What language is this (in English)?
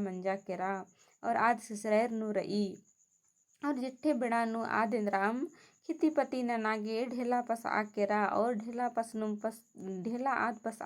Kurukh